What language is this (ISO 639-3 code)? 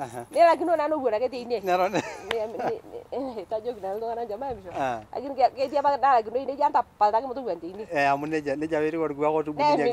mas